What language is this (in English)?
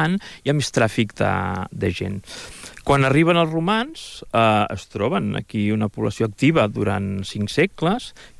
Catalan